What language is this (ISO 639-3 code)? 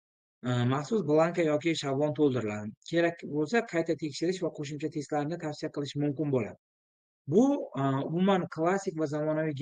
uzb